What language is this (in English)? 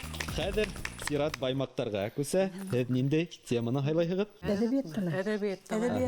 Bashkir